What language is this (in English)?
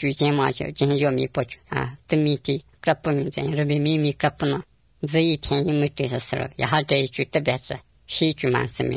Latvian